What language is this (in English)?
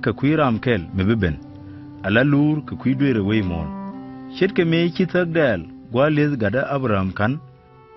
Nuer